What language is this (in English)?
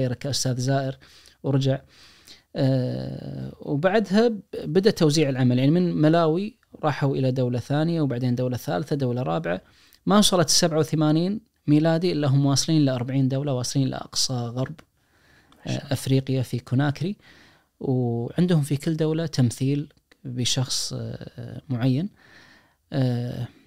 Najdi Arabic